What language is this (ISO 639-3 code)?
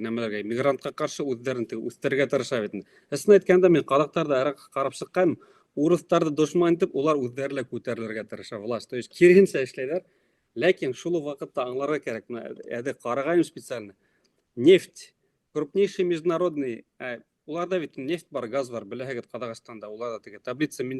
bak